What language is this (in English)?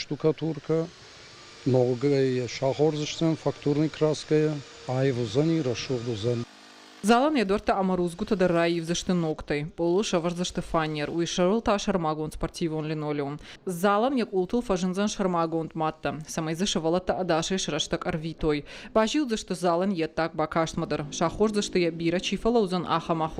Ossetic